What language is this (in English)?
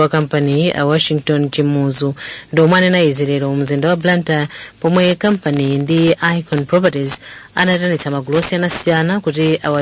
Nyanja